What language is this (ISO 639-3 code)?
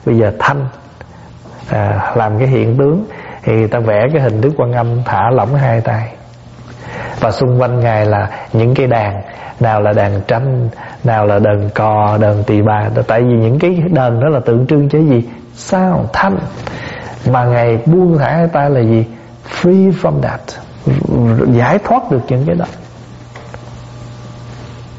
vie